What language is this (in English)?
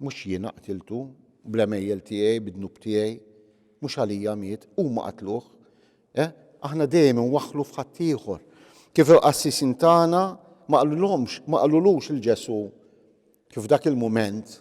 Maltese